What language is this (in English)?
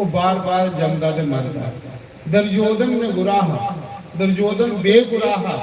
Dogri